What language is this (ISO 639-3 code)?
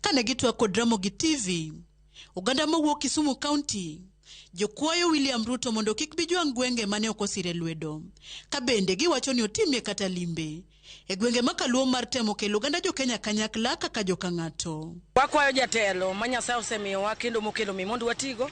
luo